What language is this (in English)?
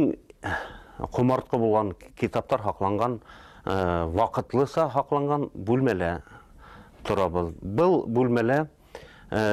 Bashkir